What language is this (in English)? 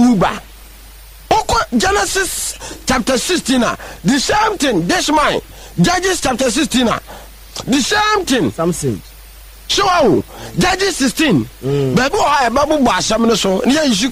Akan